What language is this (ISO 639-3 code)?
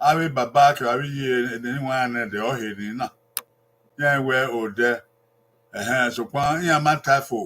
bin